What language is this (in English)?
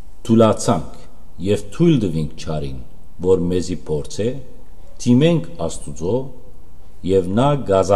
Western Armenian